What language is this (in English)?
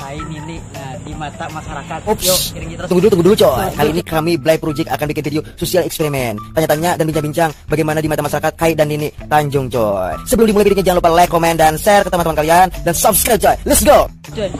Banjar